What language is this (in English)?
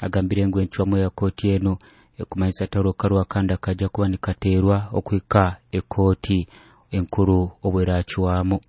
Nyoro